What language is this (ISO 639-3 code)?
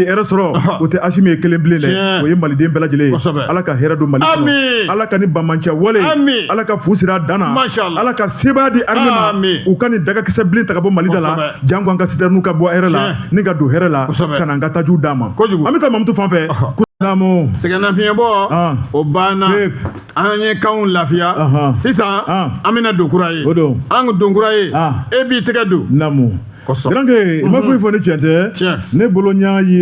bam